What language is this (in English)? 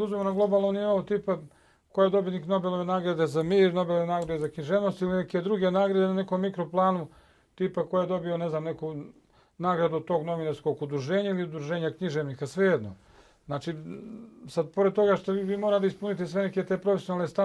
Bosnian